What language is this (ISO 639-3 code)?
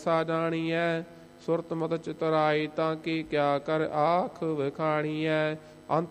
pan